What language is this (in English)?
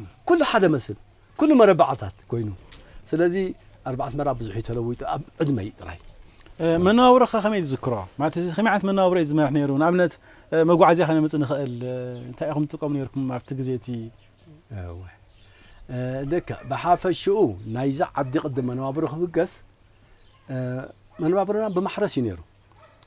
Tigrinya